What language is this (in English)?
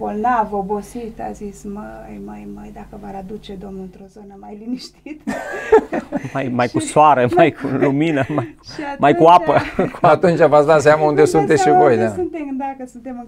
Romanian